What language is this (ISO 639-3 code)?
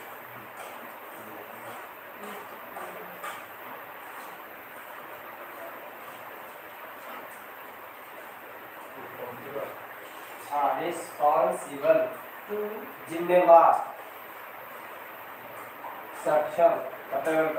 hin